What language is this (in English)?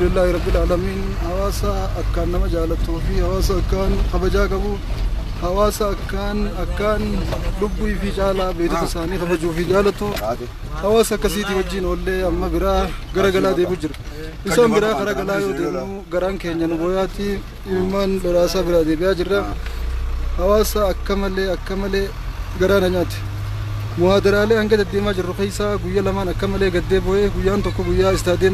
Oromo